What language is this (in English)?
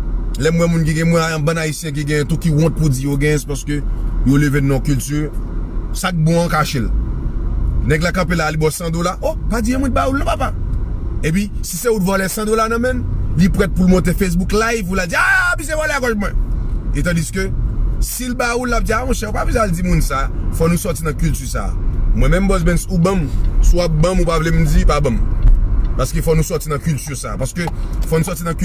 Haitian Creole